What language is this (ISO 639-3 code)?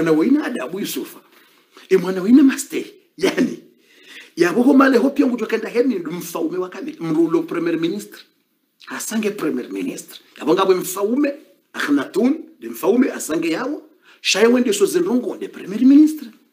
swa